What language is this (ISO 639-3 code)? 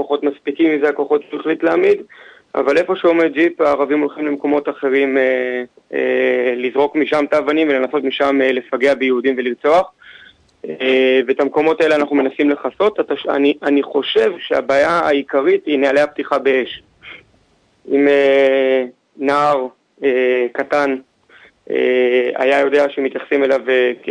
heb